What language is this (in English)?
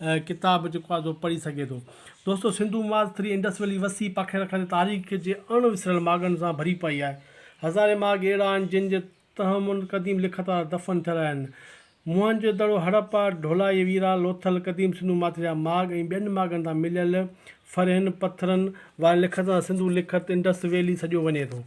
Sindhi